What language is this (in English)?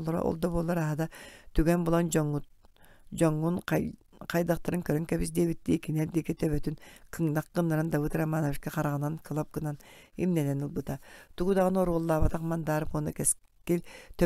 Yakut